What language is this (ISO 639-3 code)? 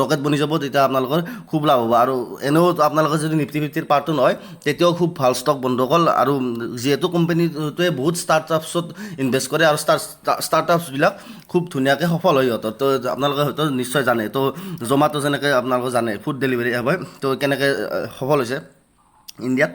asm